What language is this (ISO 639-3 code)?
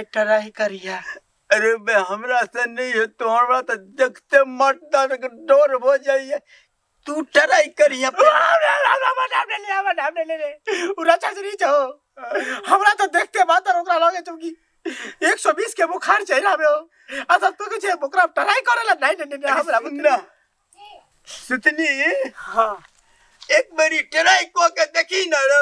mai